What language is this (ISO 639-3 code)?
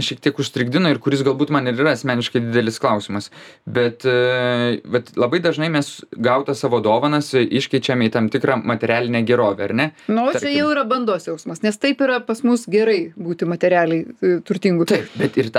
lit